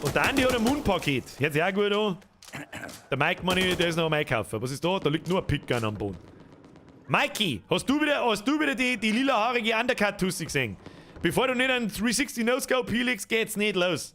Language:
Bavarian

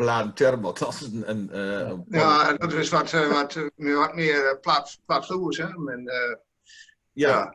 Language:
Gronings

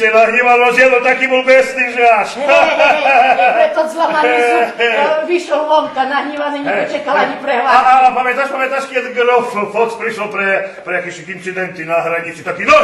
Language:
Rusyn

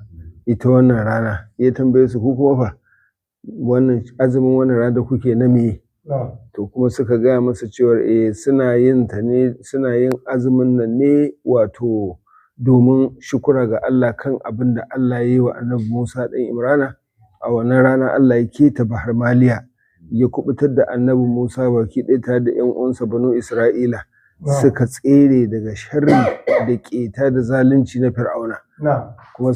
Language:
Hausa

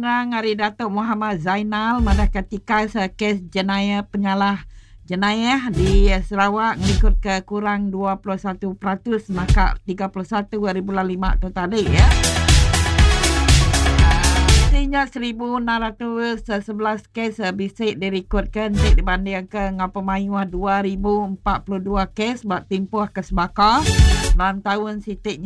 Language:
Iban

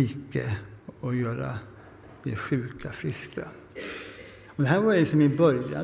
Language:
Swedish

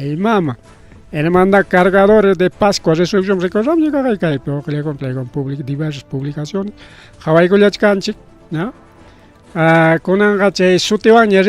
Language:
Ayacucho Quechua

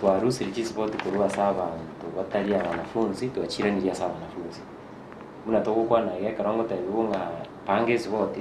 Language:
Gusii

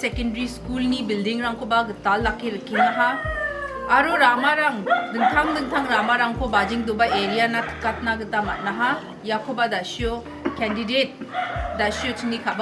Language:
Garo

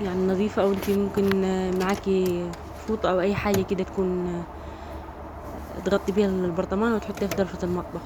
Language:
Egyptian Arabic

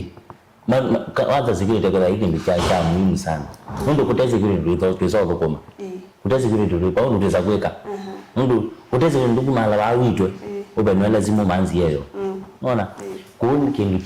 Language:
Kamba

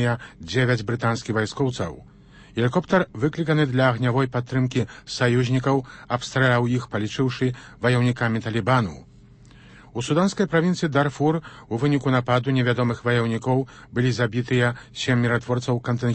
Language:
Belarusian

